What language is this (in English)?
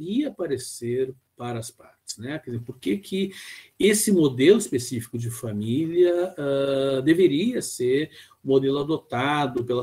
Portuguese